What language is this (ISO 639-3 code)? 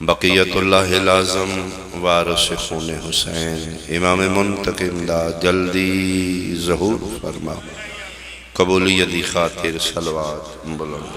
phr